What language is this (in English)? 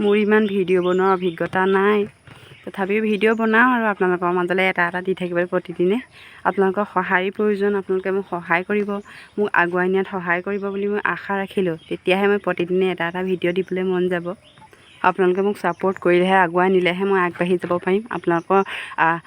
Assamese